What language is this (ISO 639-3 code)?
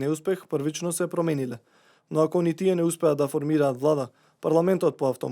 mkd